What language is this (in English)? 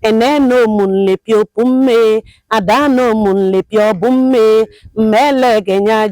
Idoma